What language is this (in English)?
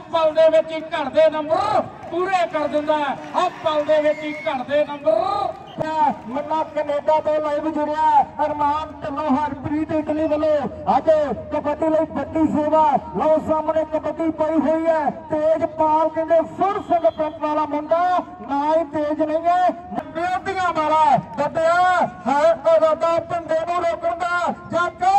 Punjabi